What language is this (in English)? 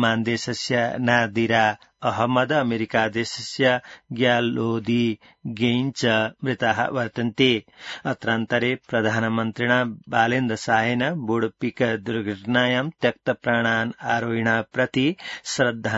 Sanskrit